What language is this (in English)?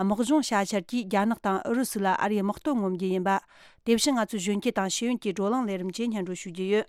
Tibetan